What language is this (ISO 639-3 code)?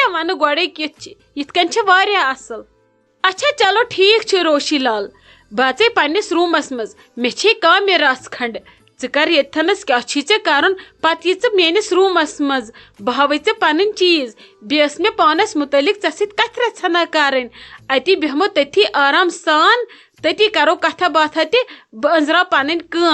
kas